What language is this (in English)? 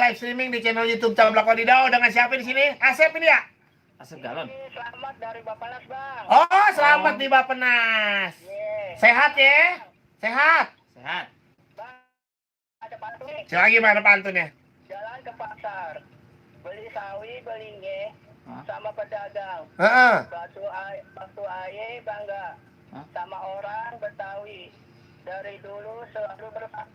Betawi